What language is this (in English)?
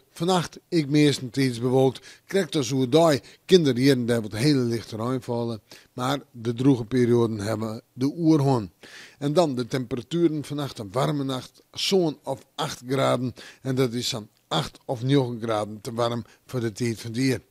Western Frisian